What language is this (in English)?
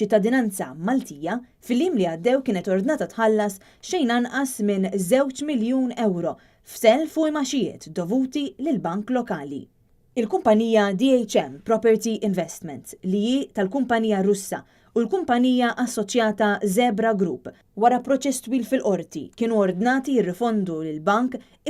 Maltese